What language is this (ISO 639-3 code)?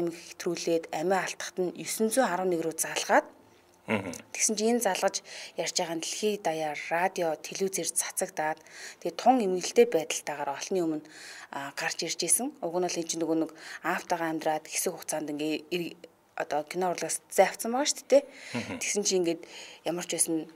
mon